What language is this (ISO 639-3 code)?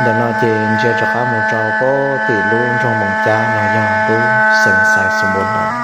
hmn